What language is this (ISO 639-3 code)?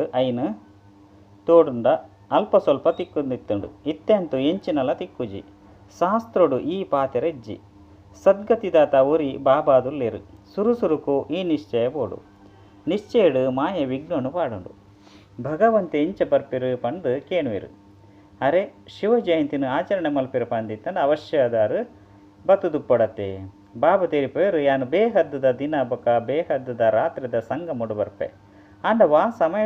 tcy